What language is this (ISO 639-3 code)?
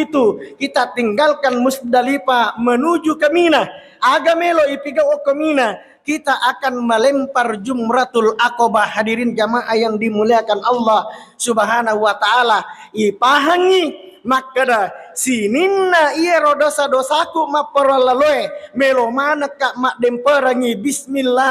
bug